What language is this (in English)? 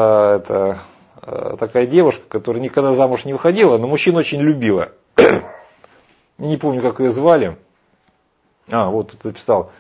Russian